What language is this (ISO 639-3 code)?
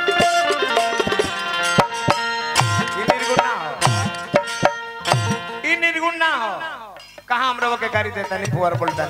bho